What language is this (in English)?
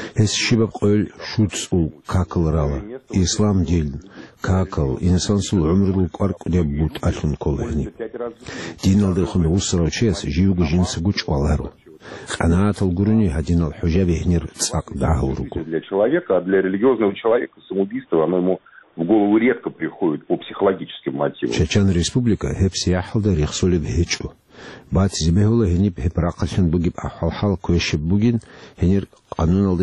Avaric